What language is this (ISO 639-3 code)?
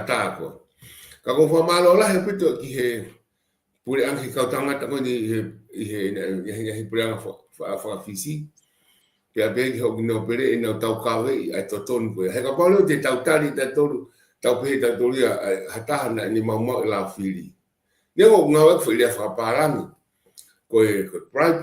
ton